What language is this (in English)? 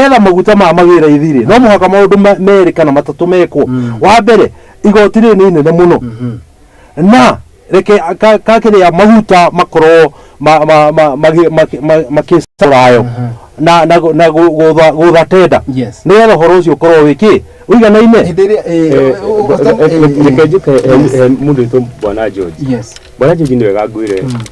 Kikuyu